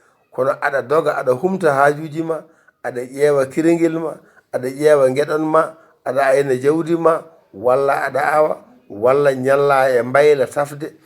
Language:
Fula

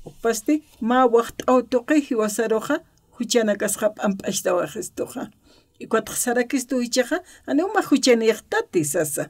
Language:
Aymara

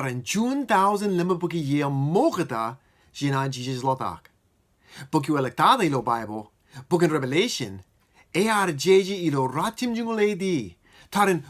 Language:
Marshallese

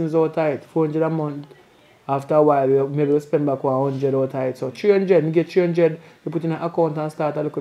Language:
Jamaican Creole English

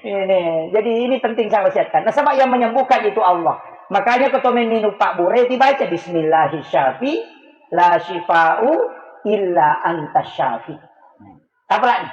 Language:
Buginese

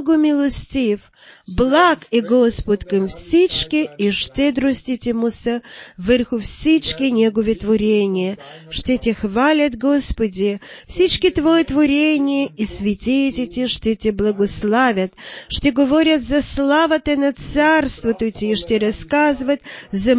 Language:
Bulgarian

